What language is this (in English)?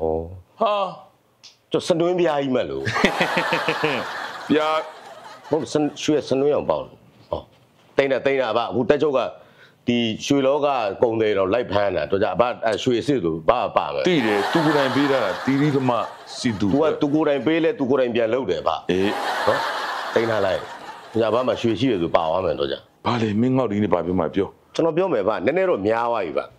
Burmese